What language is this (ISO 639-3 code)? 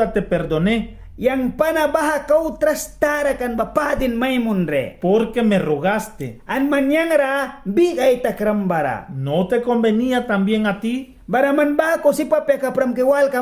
miq